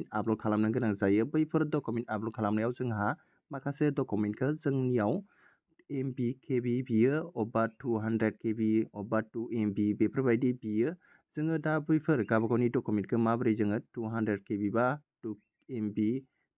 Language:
Bodo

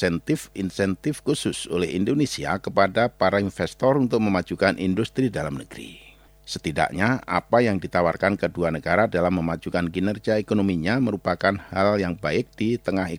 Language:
Indonesian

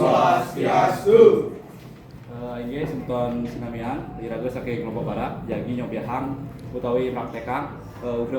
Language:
Balinese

